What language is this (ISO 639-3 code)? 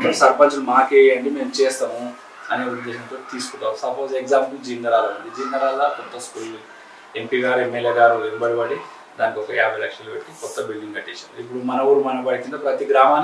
tel